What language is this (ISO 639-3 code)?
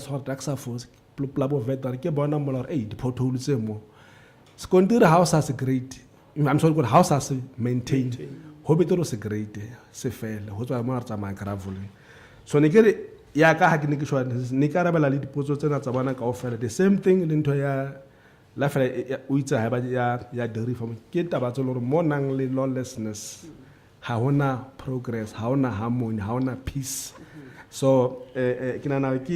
sot